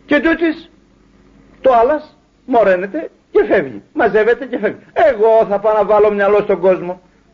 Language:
Greek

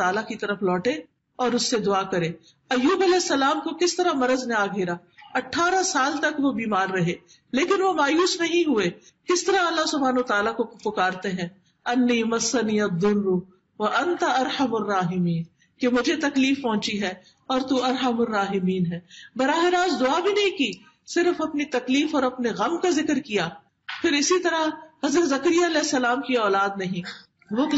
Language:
Urdu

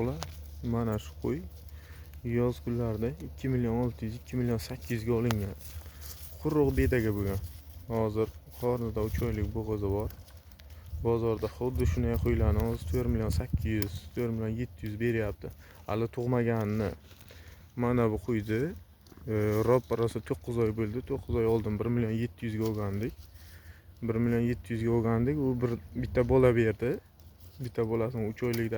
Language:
Uzbek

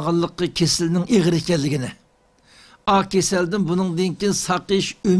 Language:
Uyghur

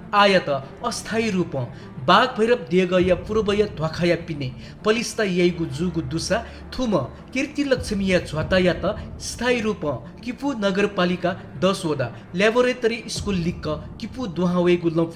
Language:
Newari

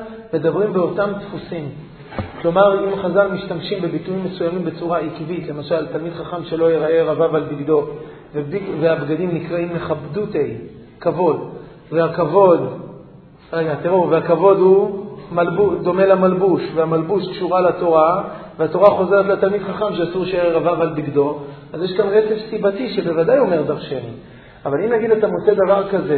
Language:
Hebrew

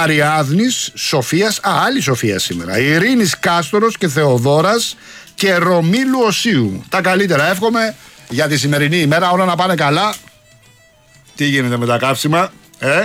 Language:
Greek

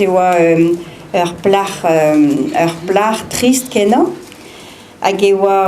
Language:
Breton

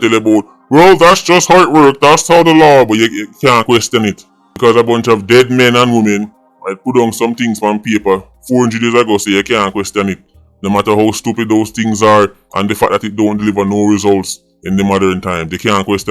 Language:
Jamaican Creole English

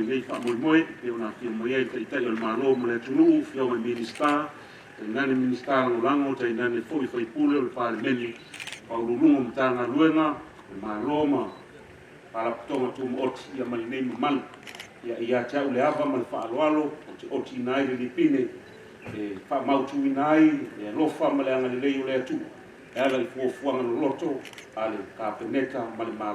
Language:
Samoan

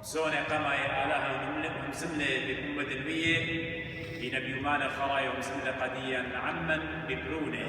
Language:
Assyrian Neo-Aramaic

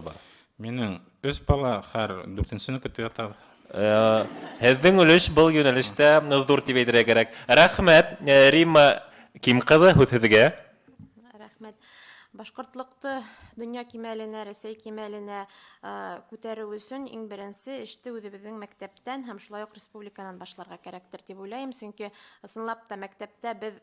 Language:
Bashkir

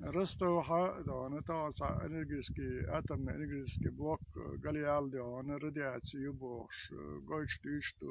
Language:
Chechen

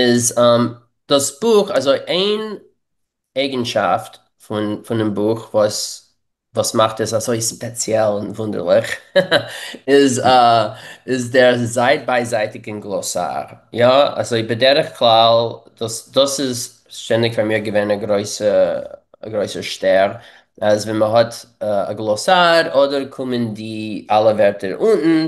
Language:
Yiddish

